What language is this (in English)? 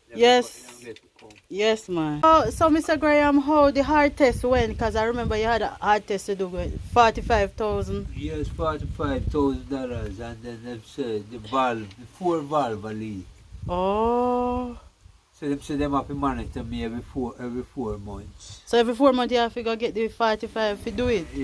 Jamaican Creole English